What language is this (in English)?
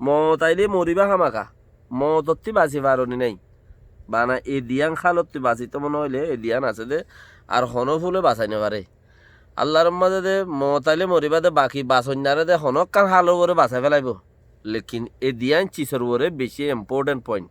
Rohingya